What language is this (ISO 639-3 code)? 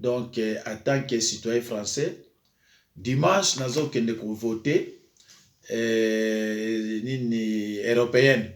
lin